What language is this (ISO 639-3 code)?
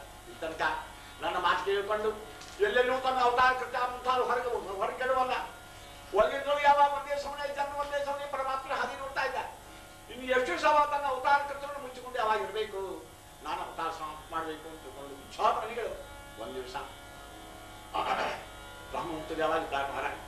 kan